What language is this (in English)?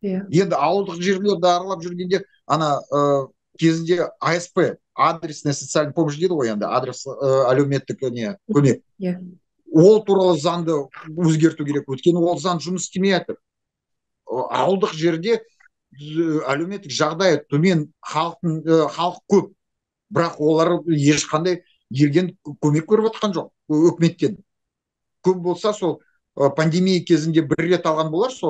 Kazakh